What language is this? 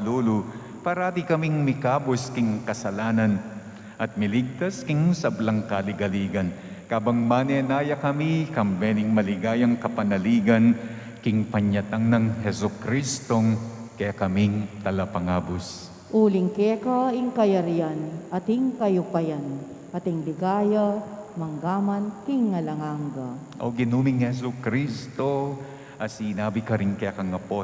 Pampanga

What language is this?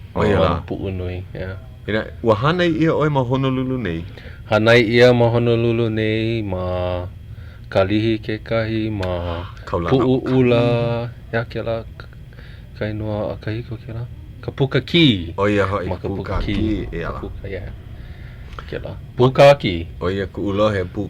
Hawaiian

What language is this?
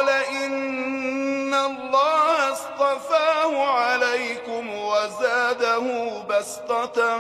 Arabic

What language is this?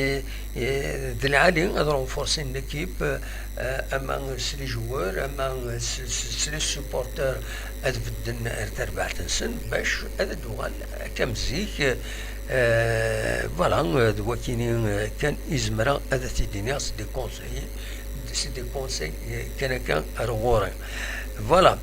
Kabyle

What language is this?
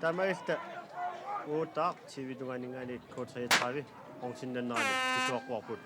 Kalaallisut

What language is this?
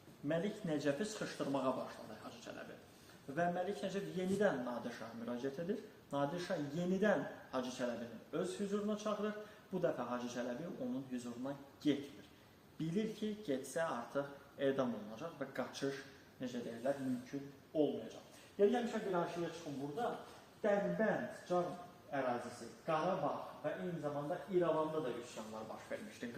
Azerbaijani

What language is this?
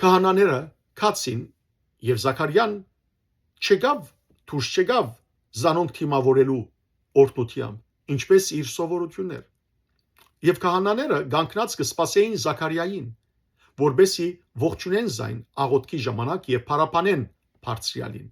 Western Armenian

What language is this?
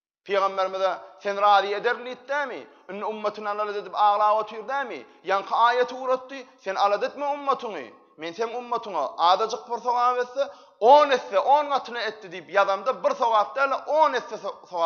Turkmen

